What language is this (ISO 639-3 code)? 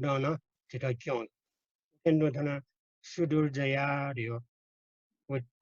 new